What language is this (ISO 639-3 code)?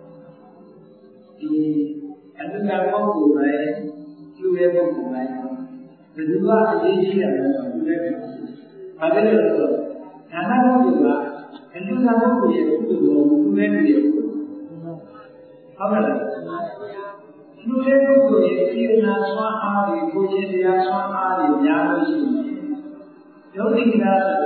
mya